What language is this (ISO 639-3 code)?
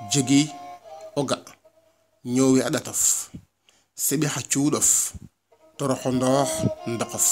srr